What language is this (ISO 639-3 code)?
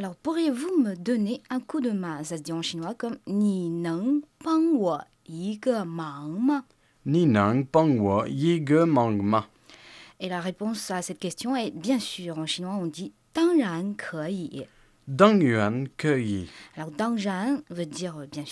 fra